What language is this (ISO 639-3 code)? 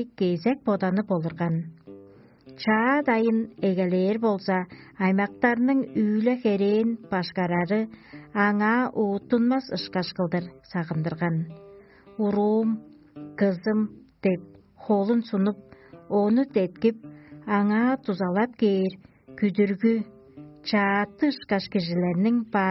tyv